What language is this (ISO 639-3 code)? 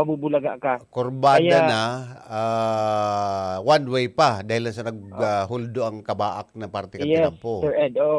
bik